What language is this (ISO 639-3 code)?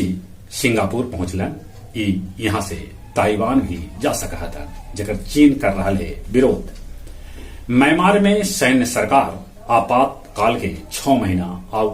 mag